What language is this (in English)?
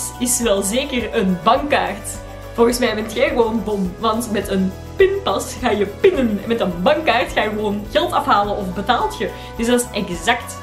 Dutch